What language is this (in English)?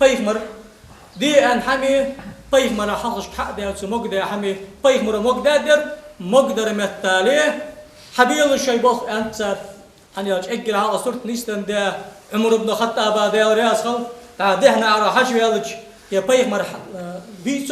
Ingush